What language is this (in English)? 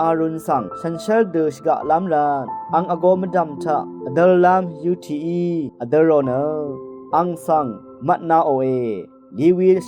Rawang